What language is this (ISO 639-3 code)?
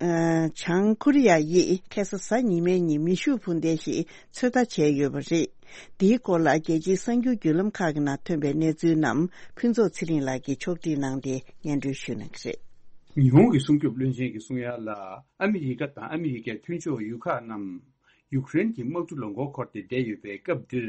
bod